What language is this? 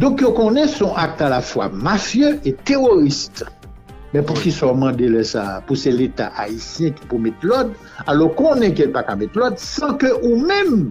Haitian Creole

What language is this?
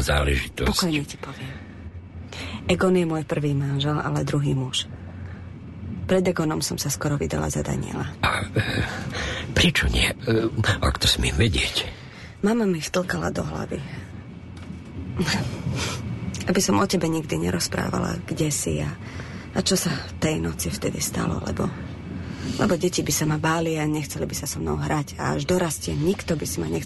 Slovak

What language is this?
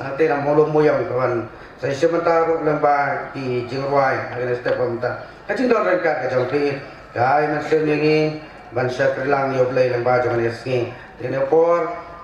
Khasi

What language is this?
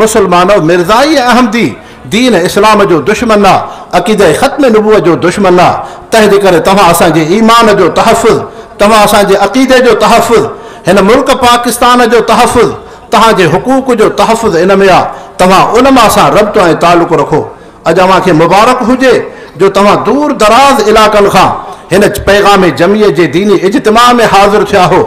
Sindhi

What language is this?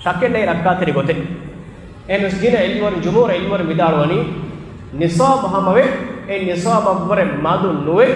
Divehi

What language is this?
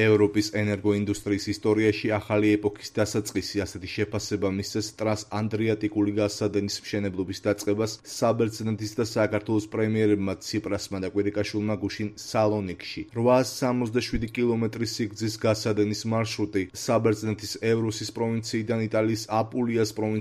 Georgian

